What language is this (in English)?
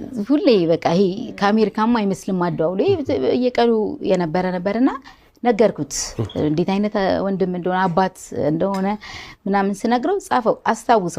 Amharic